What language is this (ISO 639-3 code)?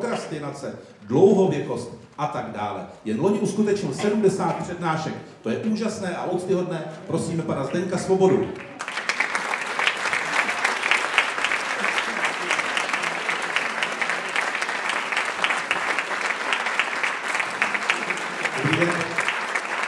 ces